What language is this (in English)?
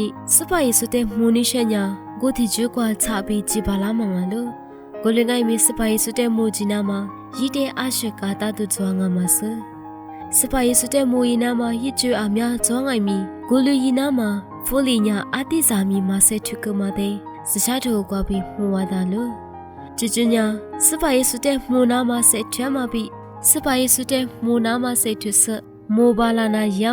Lisu